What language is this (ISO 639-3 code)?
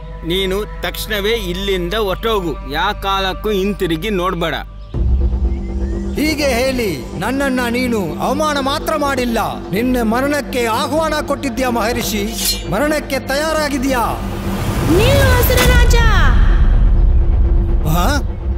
kan